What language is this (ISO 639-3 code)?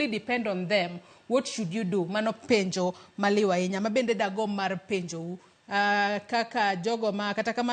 luo